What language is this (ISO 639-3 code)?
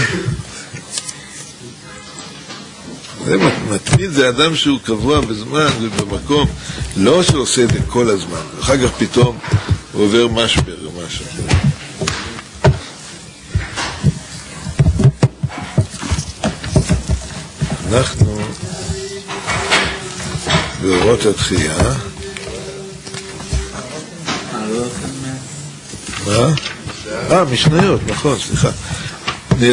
heb